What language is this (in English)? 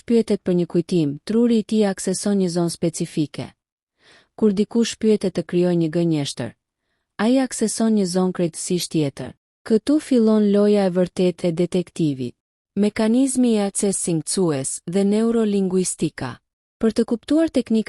Albanian